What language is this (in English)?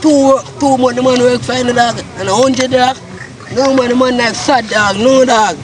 Jamaican Creole English